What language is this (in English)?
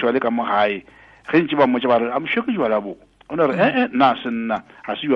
Northern Sotho